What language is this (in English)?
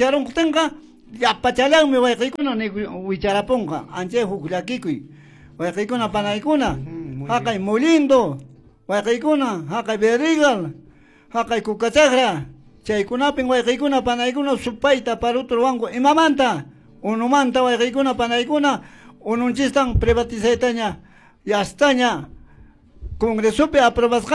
Quechua